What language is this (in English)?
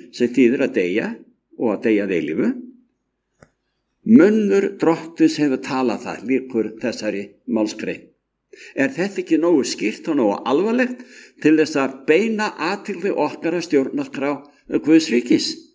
Icelandic